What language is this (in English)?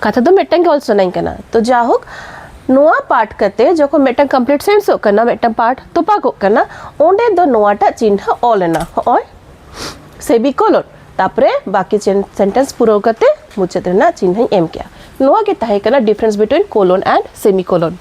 Santali